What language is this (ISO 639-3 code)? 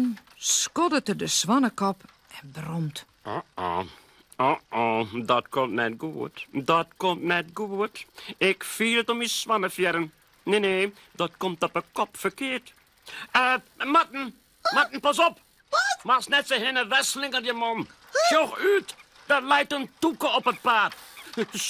fry